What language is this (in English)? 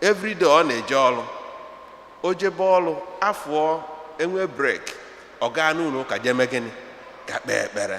Igbo